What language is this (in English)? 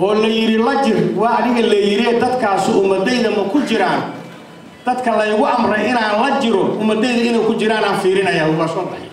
Somali